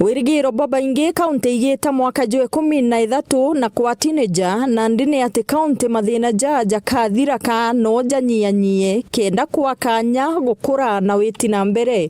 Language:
Meru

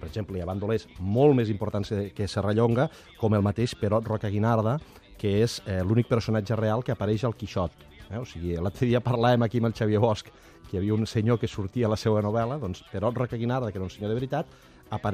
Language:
Catalan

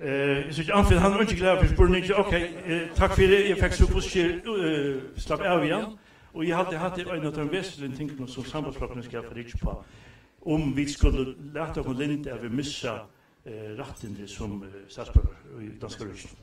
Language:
Faroese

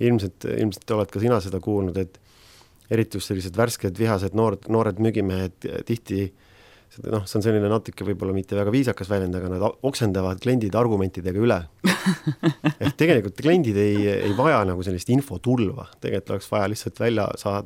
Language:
Estonian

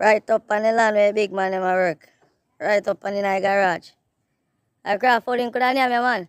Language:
Jamaican Creole English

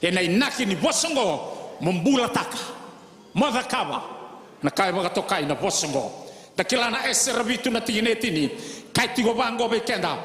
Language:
Fijian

